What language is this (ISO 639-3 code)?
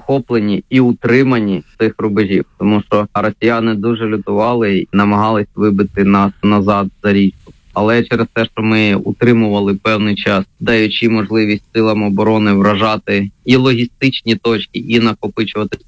ukr